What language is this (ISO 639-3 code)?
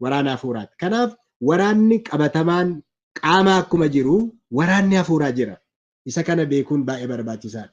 orm